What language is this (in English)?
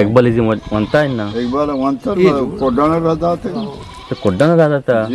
Eastern Balochi